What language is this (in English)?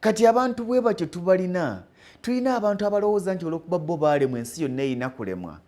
Ganda